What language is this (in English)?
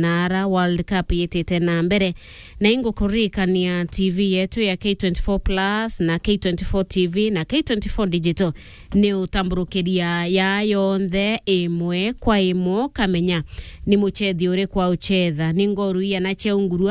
Meru